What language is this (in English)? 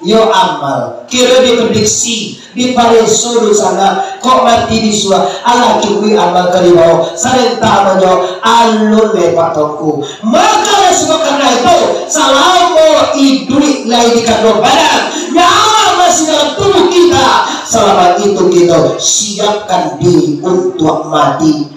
Minangkabau